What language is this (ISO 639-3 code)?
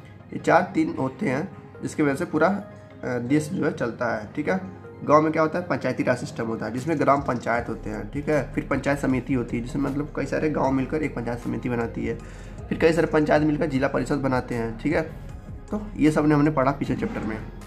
hin